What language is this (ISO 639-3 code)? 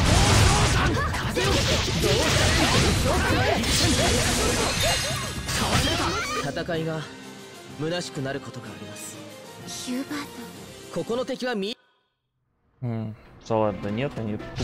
jpn